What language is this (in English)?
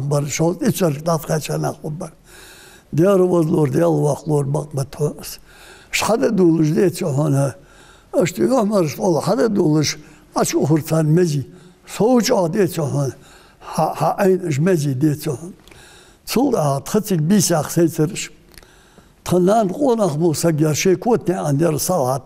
Ingush